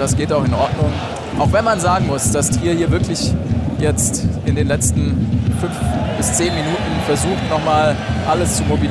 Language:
German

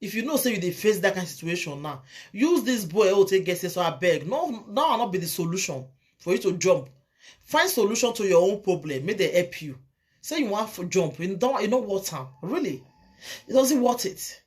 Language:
Nigerian Pidgin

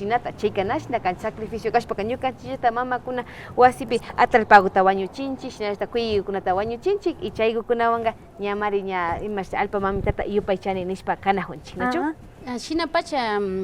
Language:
Imbabura Highland Quichua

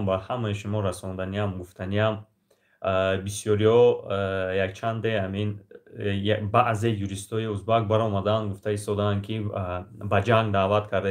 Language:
Tajik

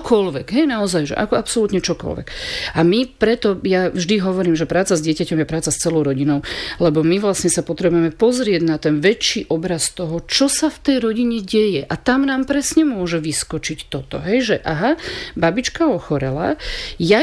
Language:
Slovak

